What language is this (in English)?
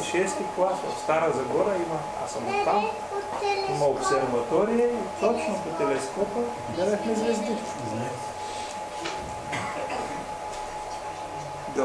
Bulgarian